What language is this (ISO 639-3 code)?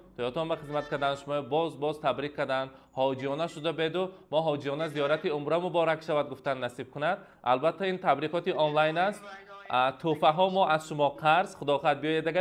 tgk